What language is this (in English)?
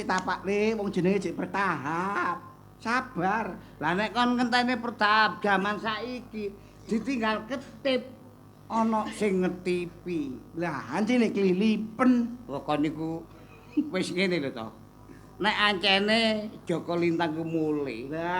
Javanese